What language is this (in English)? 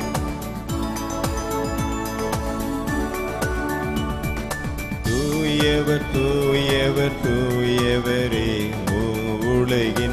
Tamil